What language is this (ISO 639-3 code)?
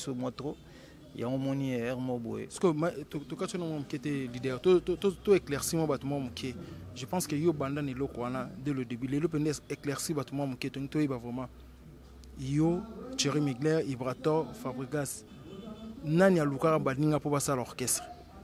lin